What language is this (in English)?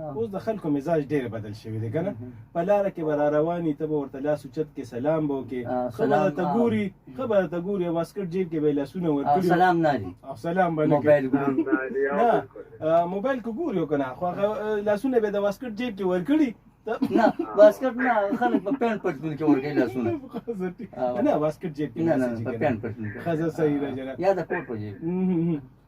Pashto